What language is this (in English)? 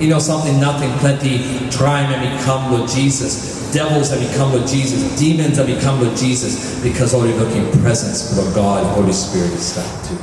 Tok Pisin